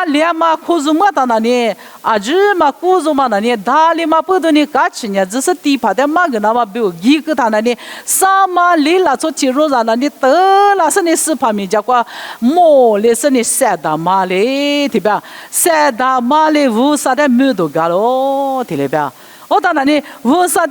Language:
Lisu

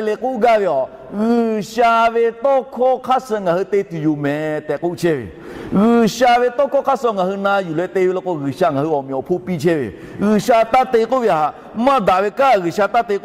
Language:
Lahu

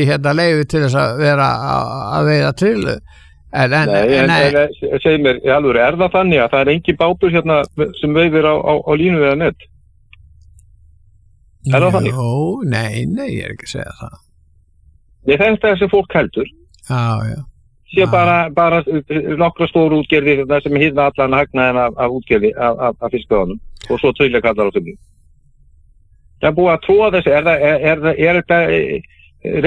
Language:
Icelandic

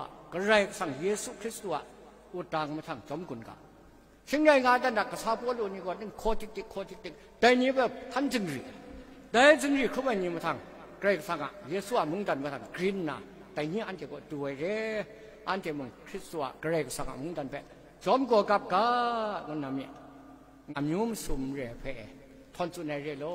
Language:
Kachin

